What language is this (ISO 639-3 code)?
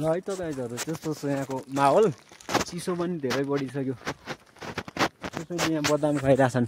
nep